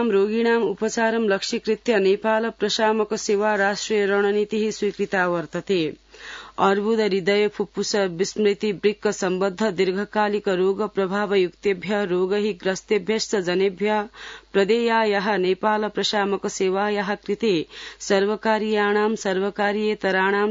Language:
Sanskrit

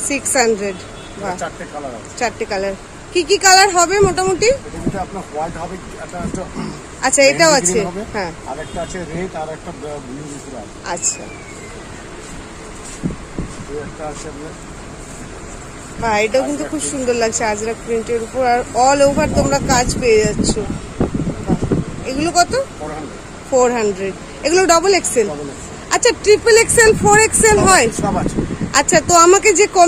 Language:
Bangla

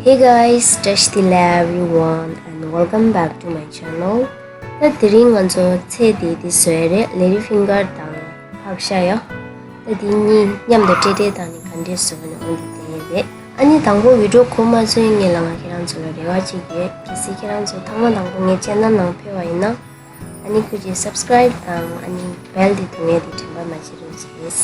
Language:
Tibetan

